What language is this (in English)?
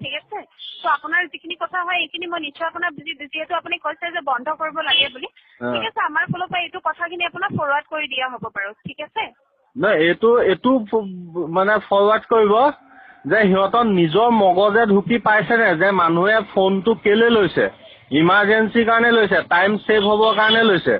Assamese